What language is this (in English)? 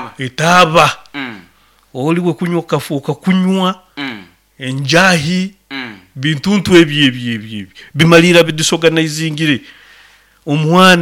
Nyoro